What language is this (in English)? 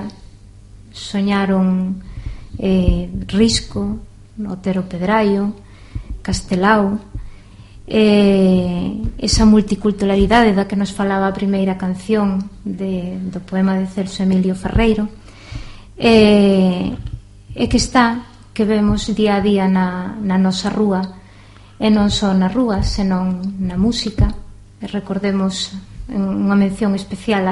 Galician